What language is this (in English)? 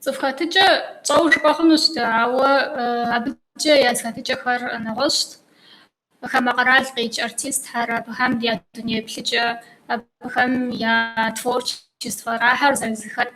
Kabardian